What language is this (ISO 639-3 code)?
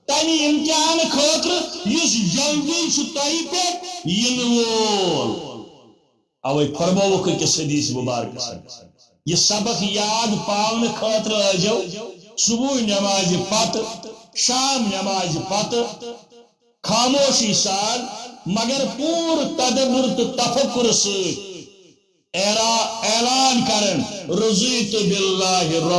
kas